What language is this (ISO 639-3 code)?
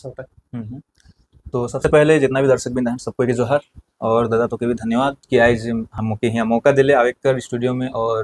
sck